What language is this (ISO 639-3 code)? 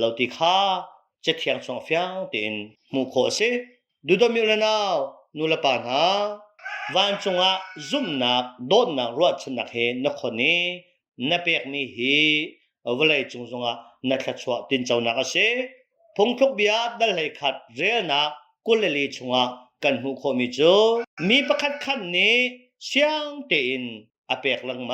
cnh